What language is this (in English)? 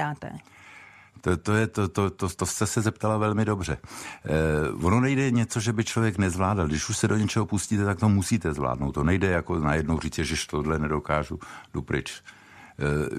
Czech